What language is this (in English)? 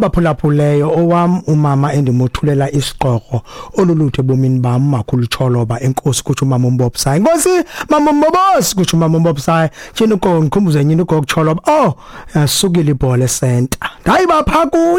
Xhosa